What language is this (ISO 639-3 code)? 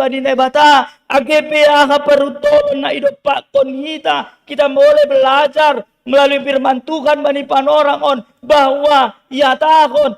bts